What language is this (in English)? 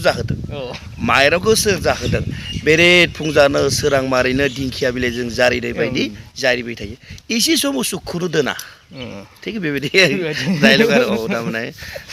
Bodo